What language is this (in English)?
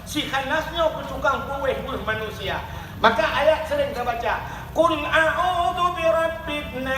Achinese